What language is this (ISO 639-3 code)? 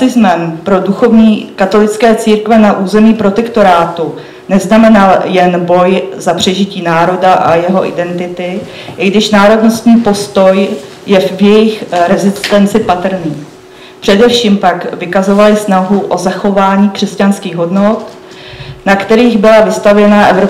ces